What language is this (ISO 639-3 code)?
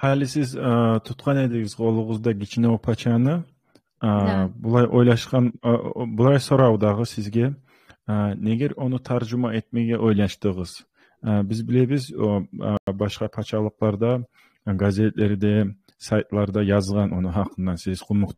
kum